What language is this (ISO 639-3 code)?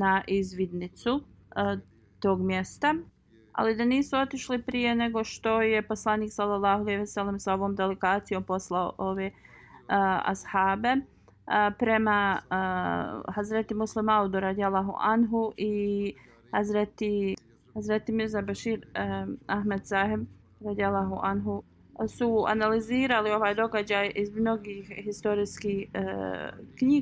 bos